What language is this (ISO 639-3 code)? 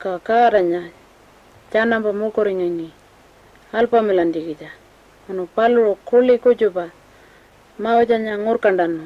pjt